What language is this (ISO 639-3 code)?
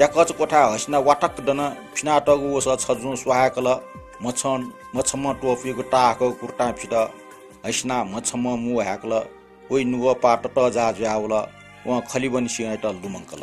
new